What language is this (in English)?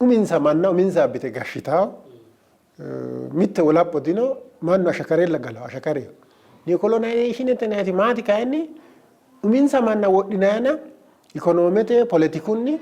Sidamo